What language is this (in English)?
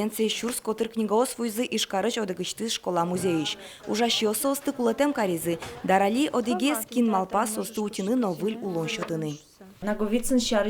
Udmurt